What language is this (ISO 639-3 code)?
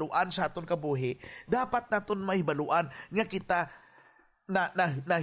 hil